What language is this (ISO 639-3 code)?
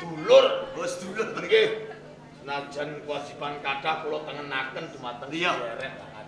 jav